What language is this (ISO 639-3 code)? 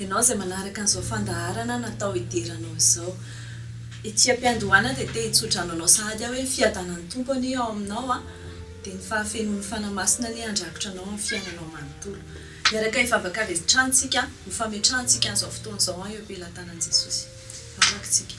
mlg